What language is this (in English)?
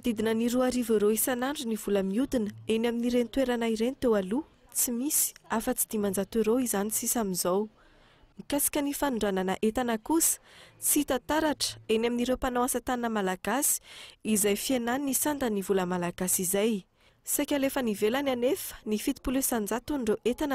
Malagasy